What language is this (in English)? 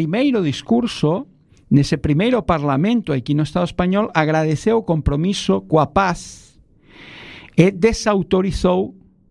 Galician